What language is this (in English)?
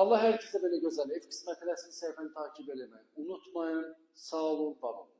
Azerbaijani